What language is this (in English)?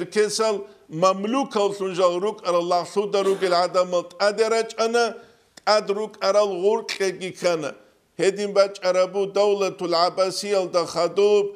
Avaric